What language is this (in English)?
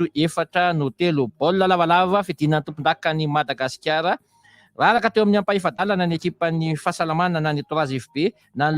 Malagasy